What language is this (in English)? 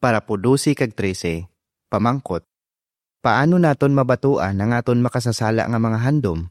Hiligaynon